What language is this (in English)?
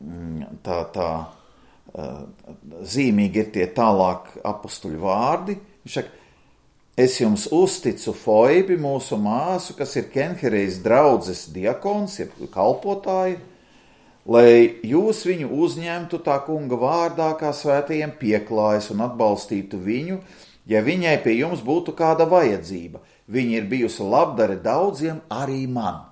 Latvian